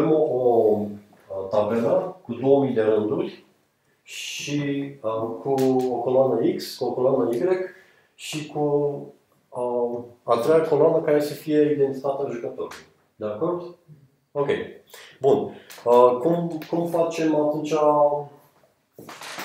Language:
Romanian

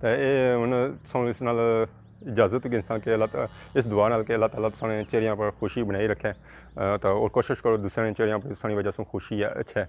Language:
Pahari-Potwari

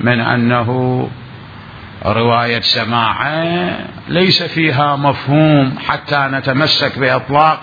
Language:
Mesopotamian Arabic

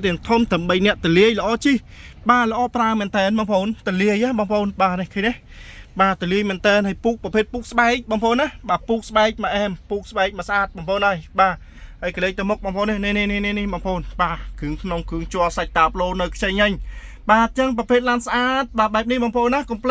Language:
Khmer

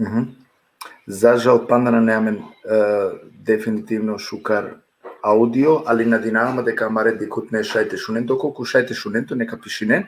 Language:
Balkan Romani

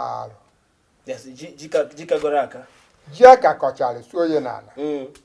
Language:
Igbo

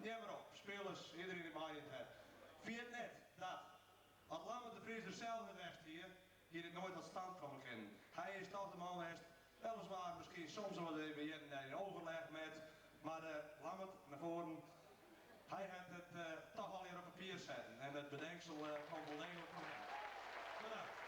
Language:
Western Frisian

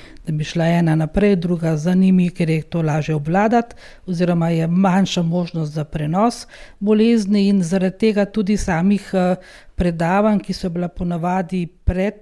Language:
Slovenian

